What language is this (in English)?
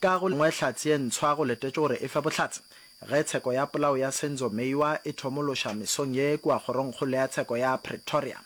Northern Sotho